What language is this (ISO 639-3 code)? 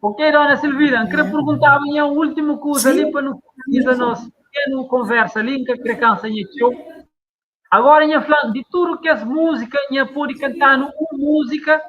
kea